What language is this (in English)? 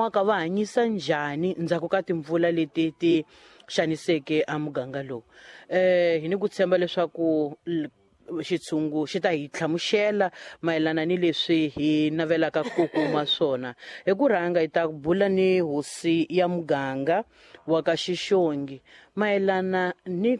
Tsonga